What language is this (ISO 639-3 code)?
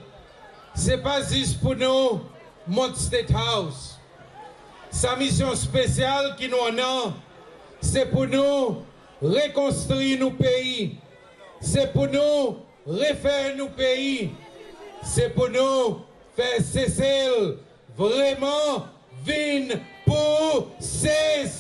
crs